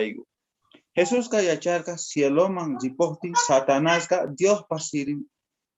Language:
South Bolivian Quechua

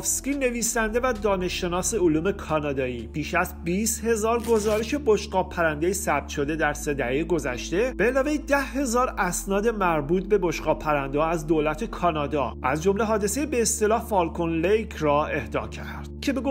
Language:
Persian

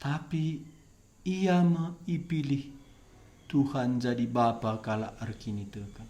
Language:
Batak Karo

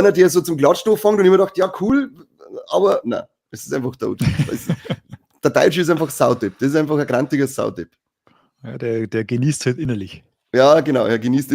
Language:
Bavarian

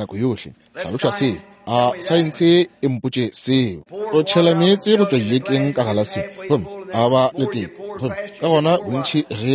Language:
Northern Sotho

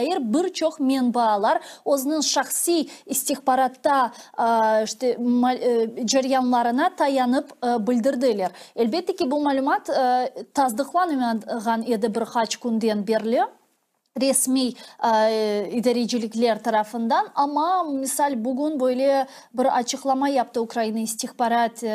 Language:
Crimean Tatar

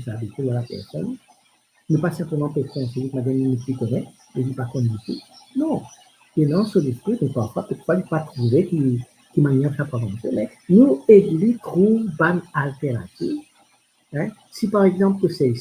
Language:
Morisyen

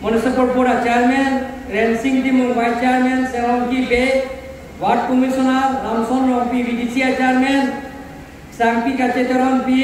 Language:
Karbi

